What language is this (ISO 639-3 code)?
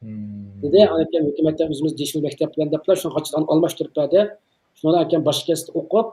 uig